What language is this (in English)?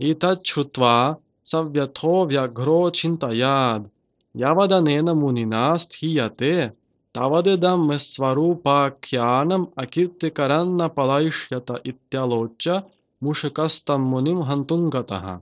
Sanskrit